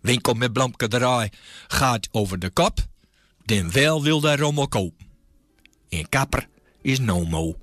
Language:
Gronings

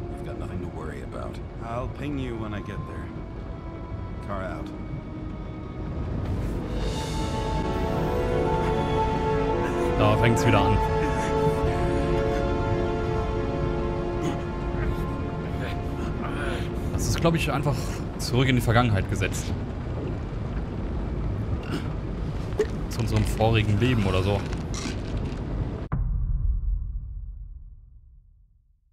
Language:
German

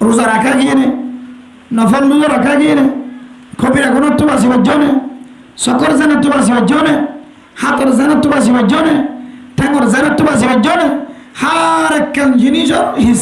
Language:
Rohingya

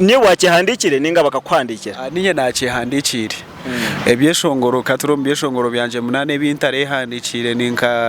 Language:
Nyankole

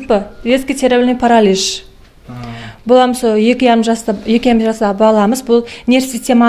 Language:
Kazakh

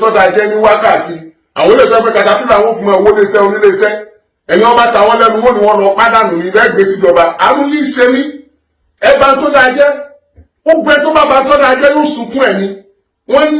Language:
Yoruba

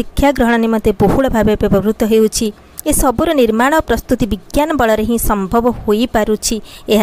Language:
Odia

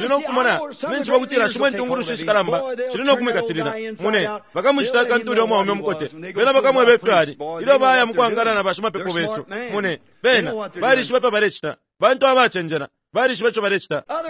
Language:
Bemba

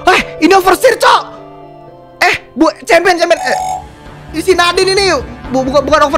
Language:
Indonesian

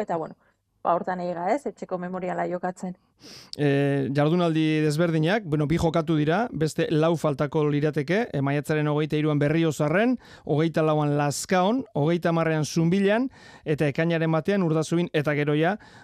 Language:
Basque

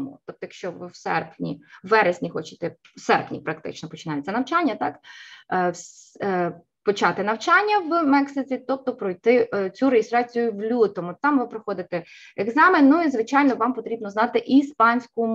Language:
Ukrainian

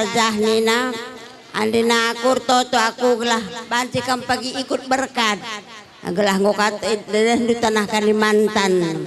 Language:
Batak Karo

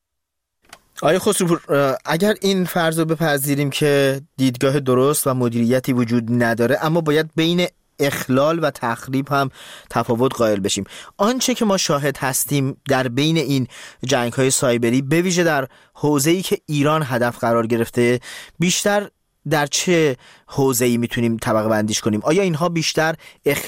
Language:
Persian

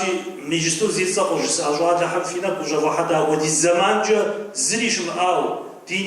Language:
Kabardian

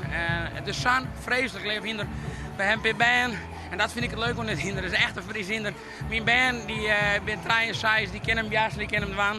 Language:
Western Frisian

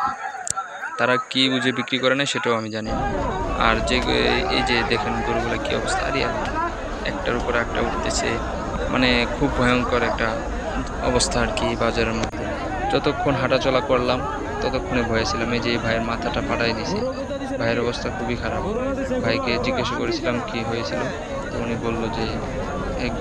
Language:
Bangla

